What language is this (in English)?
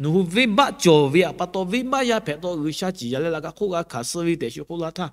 Lahu